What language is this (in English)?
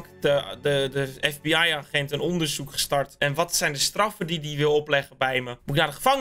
Dutch